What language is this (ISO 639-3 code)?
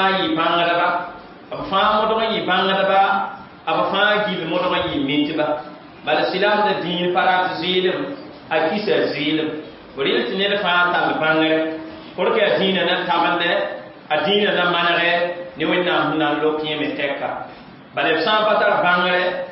mos